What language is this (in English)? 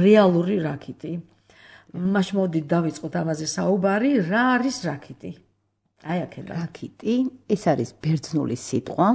Georgian